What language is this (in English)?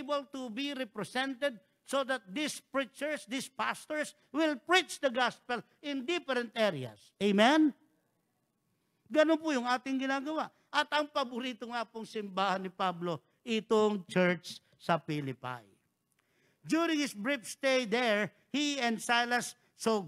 Filipino